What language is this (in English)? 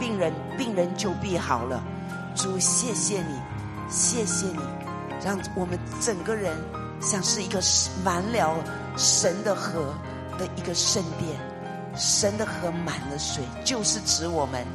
Chinese